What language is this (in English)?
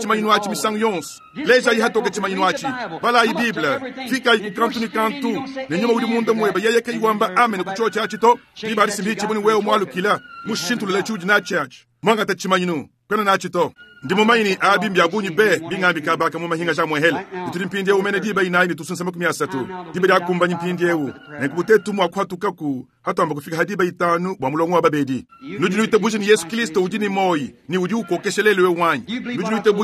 Luba-Lulua